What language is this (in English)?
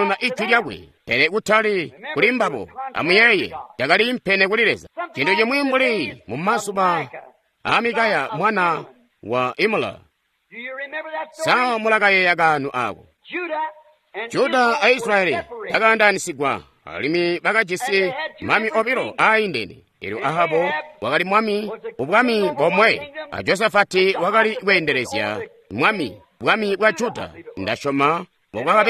Tonga (Zambia)